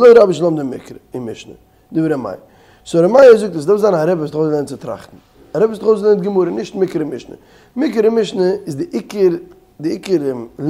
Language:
Yiddish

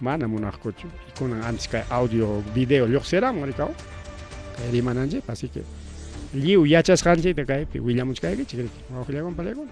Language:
Ayacucho Quechua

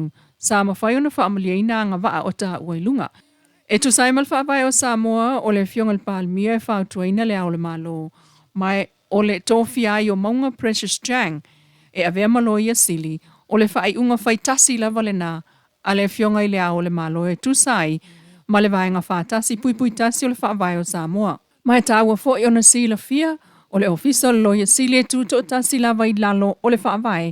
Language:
Samoan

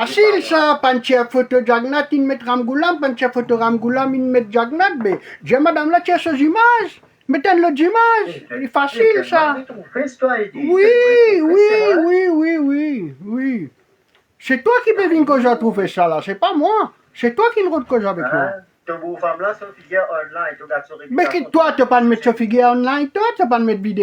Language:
Morisyen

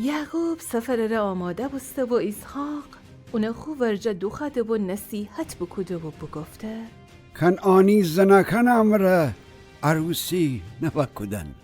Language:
Gilaki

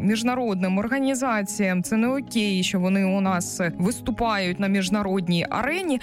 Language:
Ukrainian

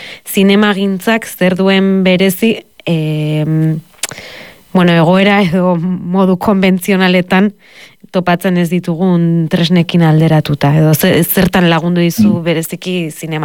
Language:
Basque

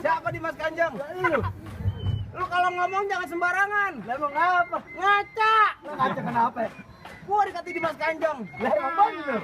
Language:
Betawi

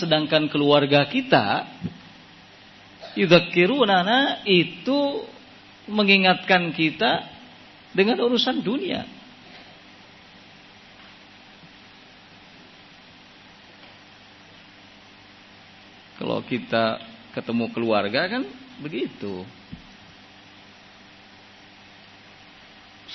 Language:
Indonesian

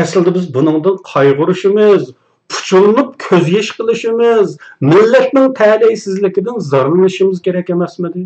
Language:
Uyghur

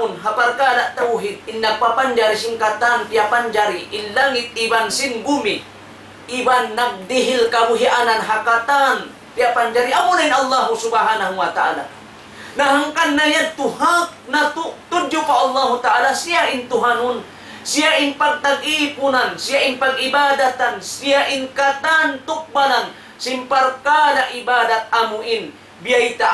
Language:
Tausug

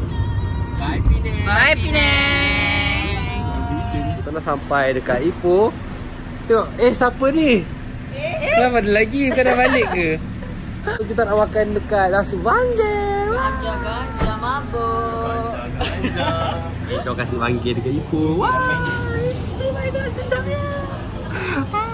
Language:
Malay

